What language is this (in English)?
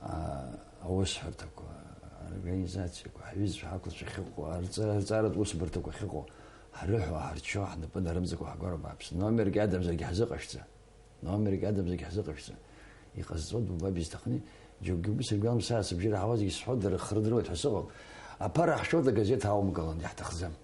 Abkhazian